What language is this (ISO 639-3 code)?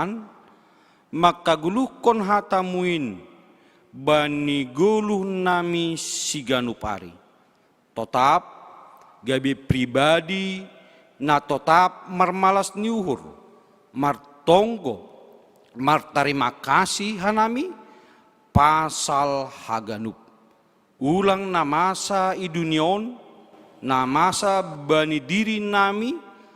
bts